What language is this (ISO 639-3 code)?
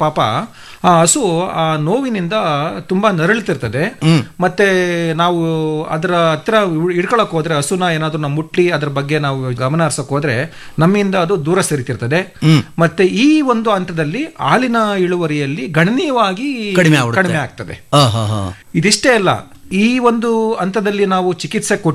kan